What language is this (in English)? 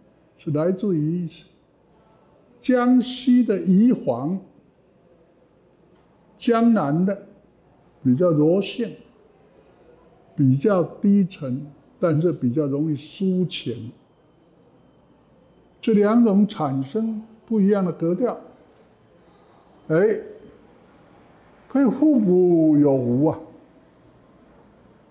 Chinese